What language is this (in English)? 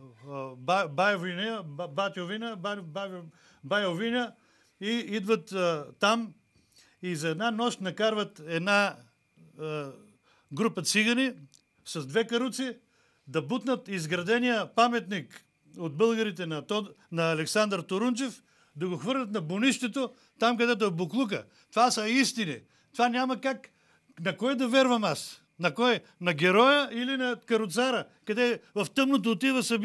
Bulgarian